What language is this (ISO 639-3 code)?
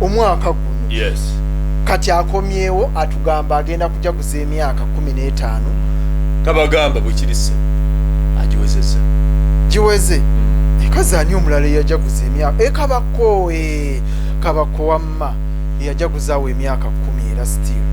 lug